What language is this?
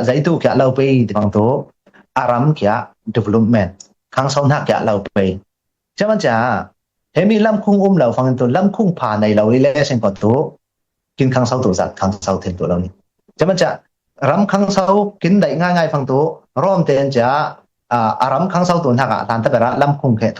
Falam Chin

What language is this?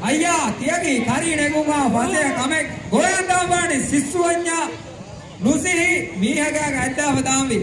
Divehi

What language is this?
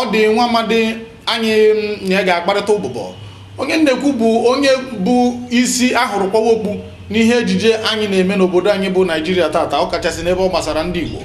Igbo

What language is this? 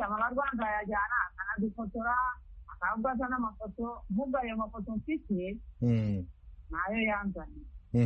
Kinyarwanda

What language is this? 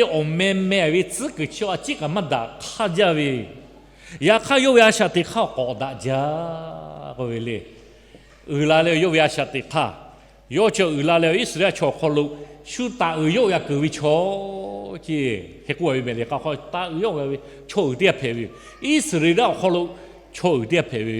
Lahu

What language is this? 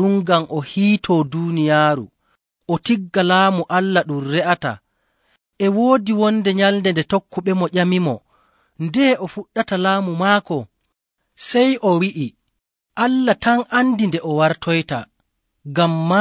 Nigerian Fulfulde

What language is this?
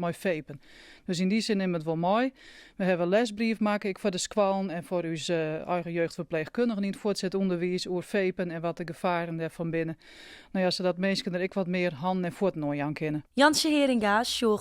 Western Frisian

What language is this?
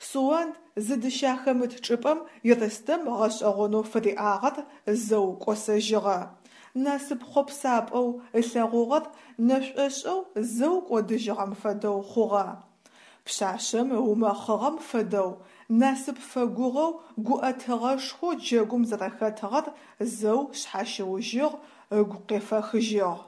Adyghe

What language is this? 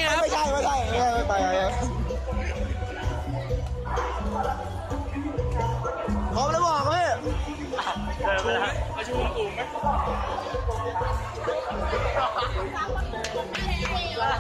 Thai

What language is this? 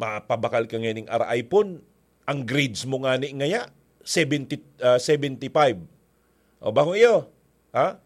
Bikol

